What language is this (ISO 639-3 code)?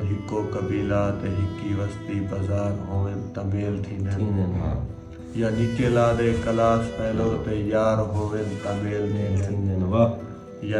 skr